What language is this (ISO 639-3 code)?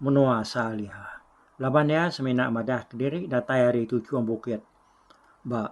iba